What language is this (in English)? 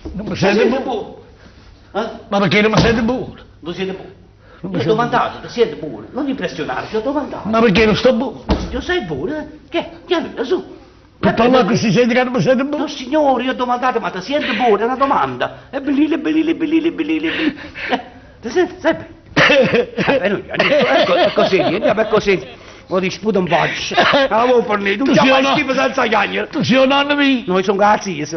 Neapolitan